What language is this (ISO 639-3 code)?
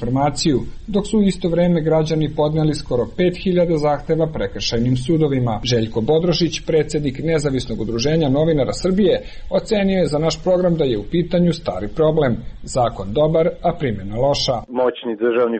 srp